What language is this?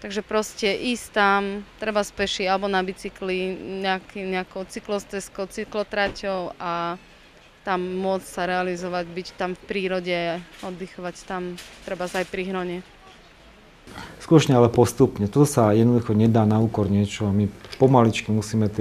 Slovak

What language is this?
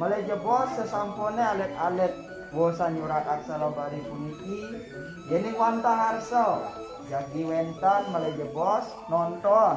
Balinese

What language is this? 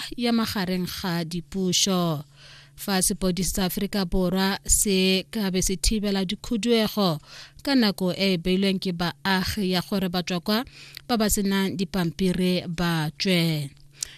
Tswana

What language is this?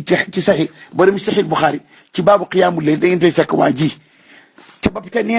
Wolof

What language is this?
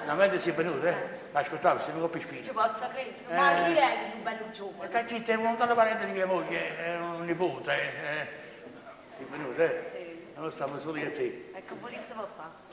Neapolitan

